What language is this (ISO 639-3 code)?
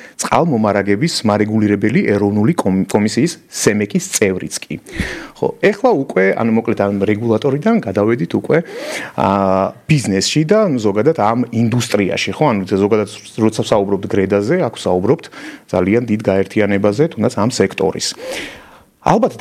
kat